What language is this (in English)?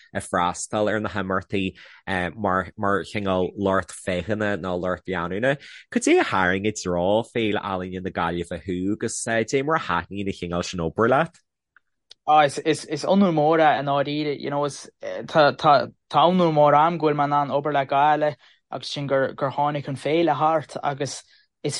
Irish